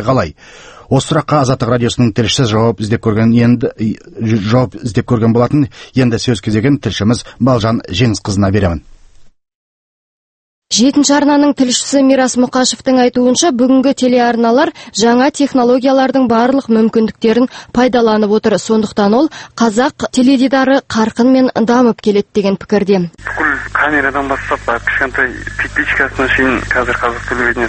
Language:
Kazakh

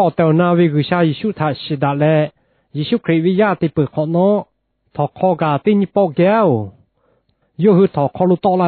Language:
Lahu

